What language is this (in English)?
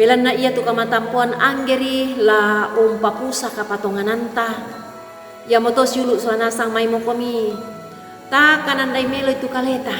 Toraja-Sa'dan